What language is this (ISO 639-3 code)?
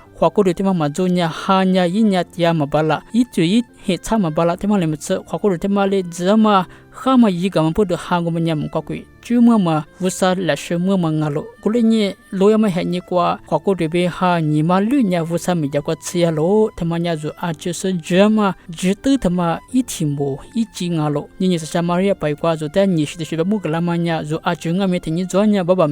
lis